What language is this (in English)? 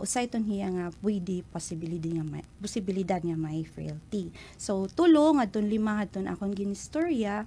Waray